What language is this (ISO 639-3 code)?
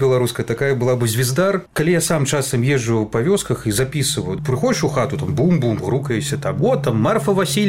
bel